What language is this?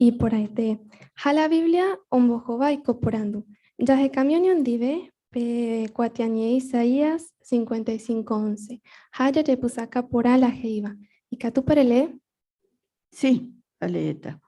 Guarani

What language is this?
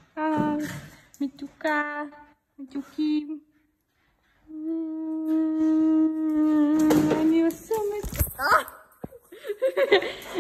Hebrew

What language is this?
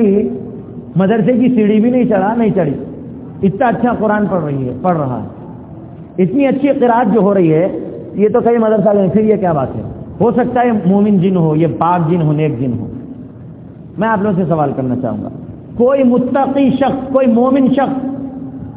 Urdu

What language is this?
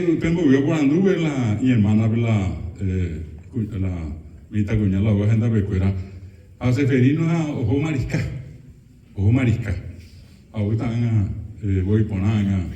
Guarani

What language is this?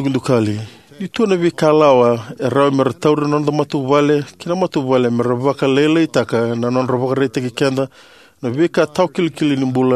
Fijian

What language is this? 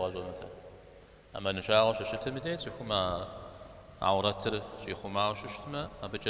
Kabardian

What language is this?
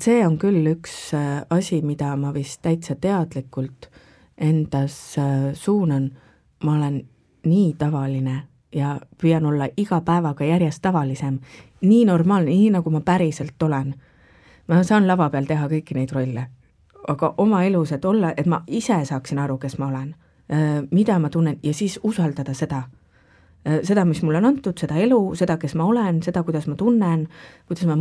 Estonian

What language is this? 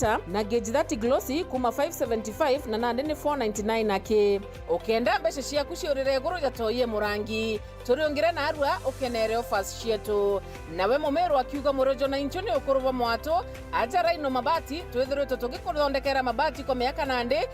Meru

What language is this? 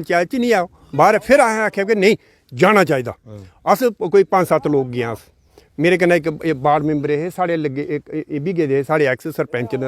Dogri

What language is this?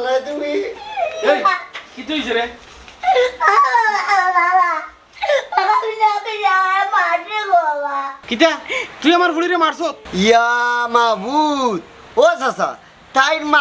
Sylheti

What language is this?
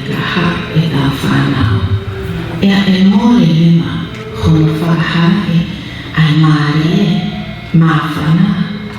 Tongan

